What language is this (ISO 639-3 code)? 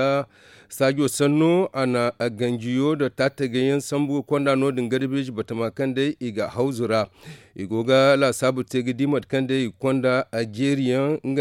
dje